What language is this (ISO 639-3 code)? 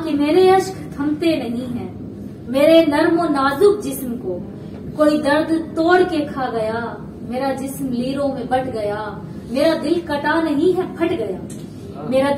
skr